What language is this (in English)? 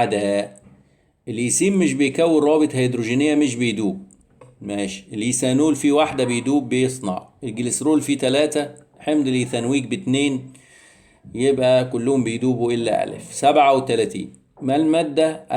Egyptian Arabic